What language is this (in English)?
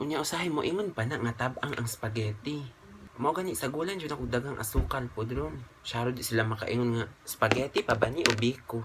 Cebuano